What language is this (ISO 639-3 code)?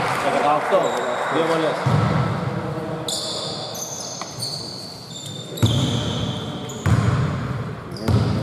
ell